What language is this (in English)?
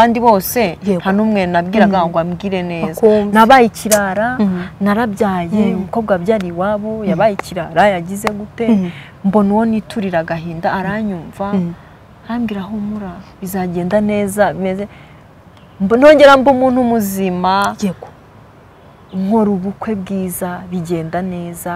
Kinyarwanda